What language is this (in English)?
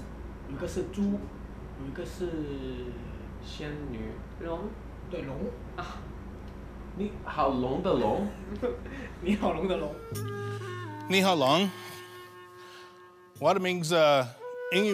Chinese